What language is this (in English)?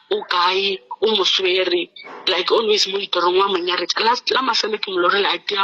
Northern Sotho